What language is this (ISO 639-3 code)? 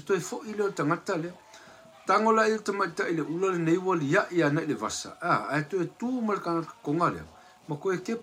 smo